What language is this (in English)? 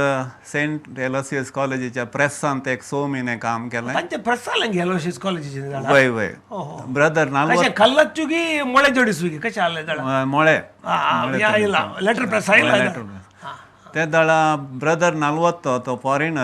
Konkani